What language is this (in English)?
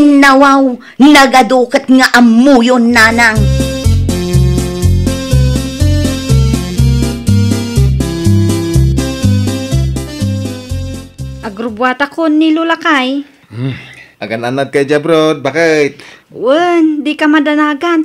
Iloko